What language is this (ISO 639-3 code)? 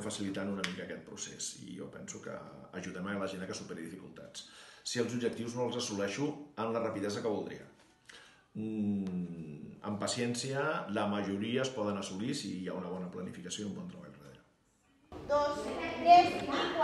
cat